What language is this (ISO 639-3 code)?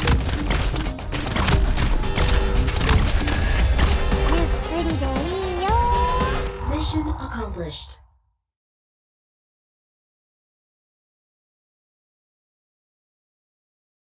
jpn